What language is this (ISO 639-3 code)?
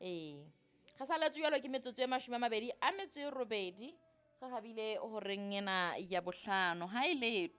sot